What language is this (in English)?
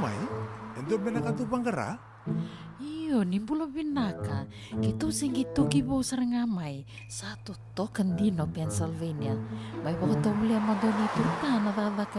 Fijian